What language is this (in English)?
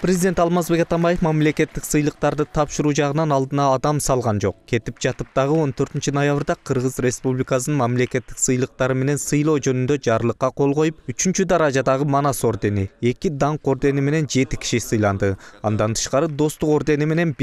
Kyrgyz